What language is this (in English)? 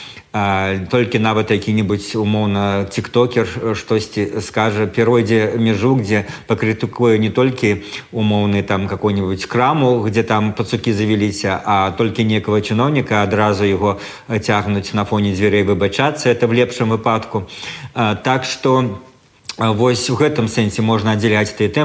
Belarusian